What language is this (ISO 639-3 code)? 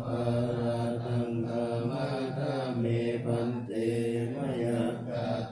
pli